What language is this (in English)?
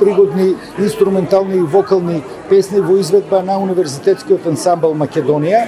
Macedonian